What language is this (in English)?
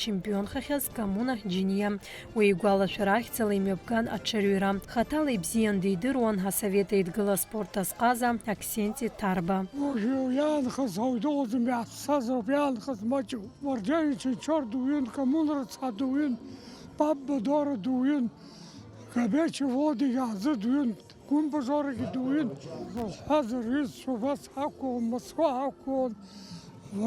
Abkhazian